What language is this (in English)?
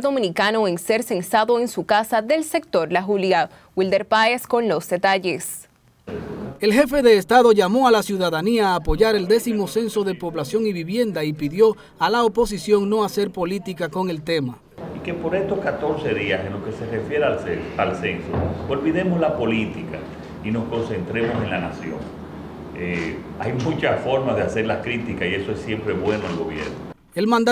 Spanish